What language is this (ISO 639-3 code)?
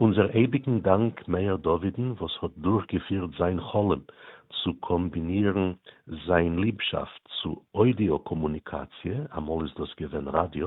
yid